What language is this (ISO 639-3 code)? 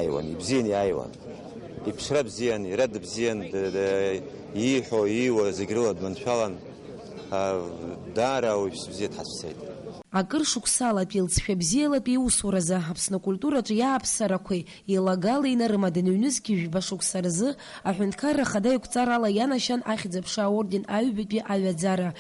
abk